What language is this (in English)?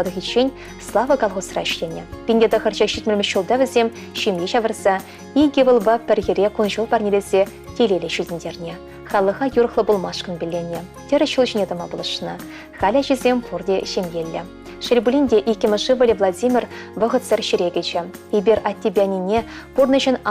Chuvash